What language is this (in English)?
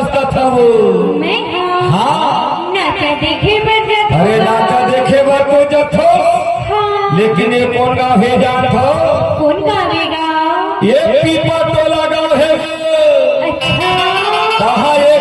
Chhattisgarhi